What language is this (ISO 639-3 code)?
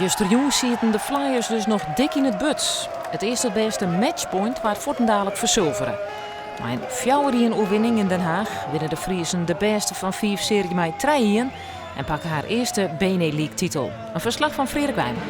fry